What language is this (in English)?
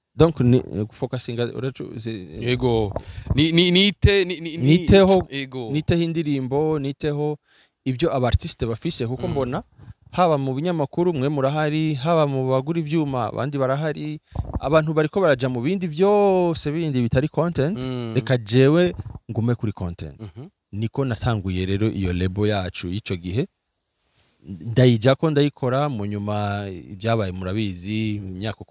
Rundi